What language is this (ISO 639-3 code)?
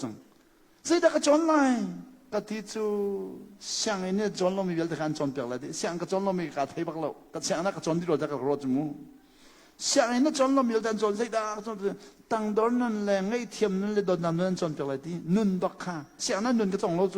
cnh